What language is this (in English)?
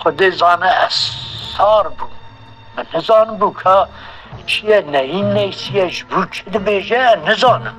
Kurdish